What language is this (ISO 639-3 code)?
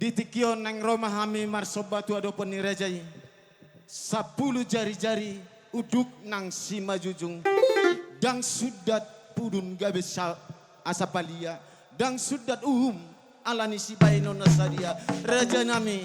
bbc